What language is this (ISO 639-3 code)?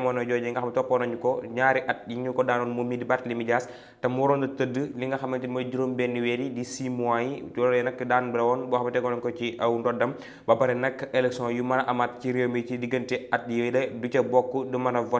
wol